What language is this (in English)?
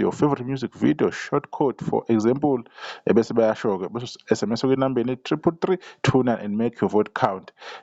Zulu